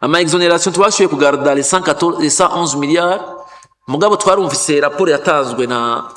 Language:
Rundi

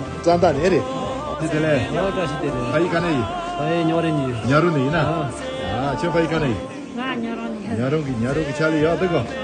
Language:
Tibetan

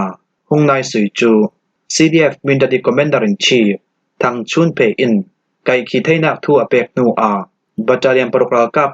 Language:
Falam Chin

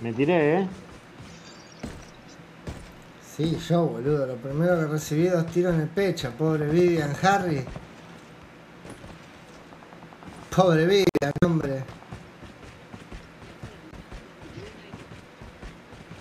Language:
Spanish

